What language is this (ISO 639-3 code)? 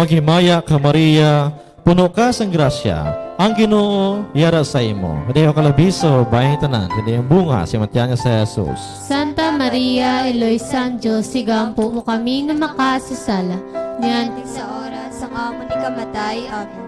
hil